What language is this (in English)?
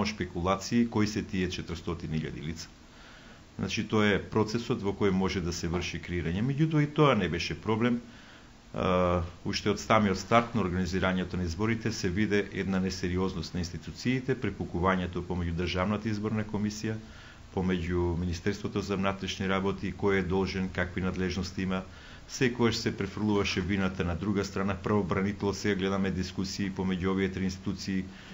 Macedonian